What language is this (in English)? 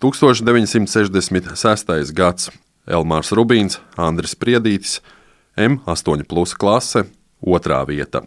Latvian